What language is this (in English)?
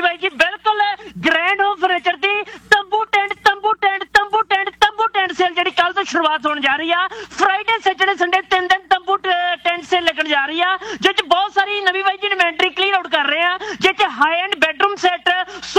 Punjabi